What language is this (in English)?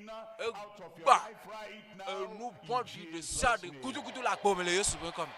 Ewe